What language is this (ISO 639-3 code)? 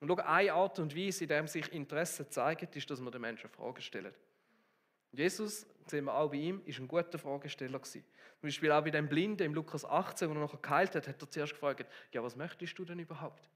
gsw